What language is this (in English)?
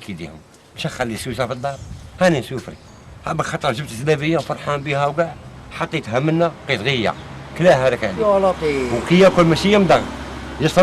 Algerian Arabic